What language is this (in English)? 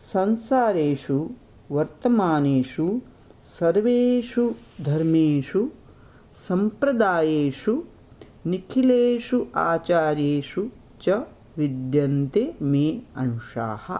Sanskrit